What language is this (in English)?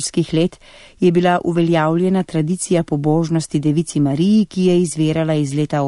Slovenian